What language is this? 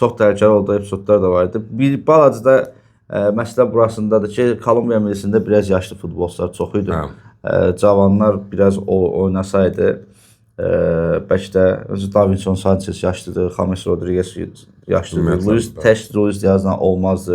Azerbaijani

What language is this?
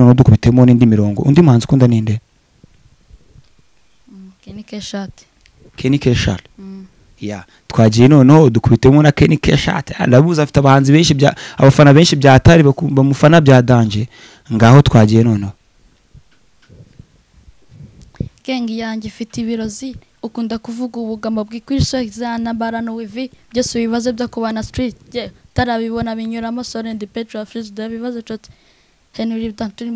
Kinyarwanda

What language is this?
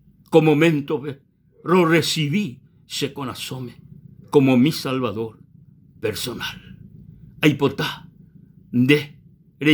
Guarani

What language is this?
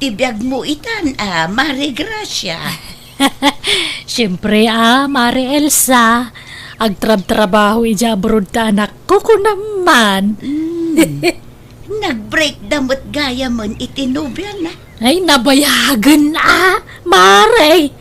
Iloko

